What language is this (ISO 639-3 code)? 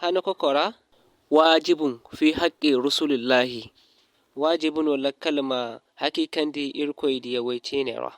dje